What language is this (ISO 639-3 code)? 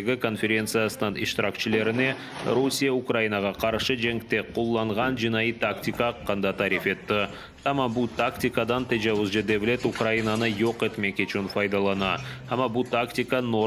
crh